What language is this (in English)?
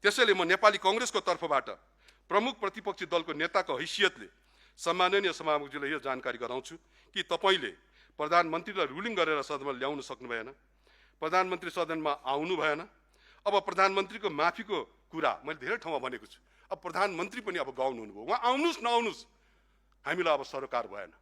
Nepali